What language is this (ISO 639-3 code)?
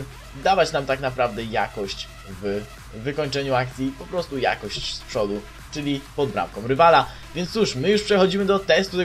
pol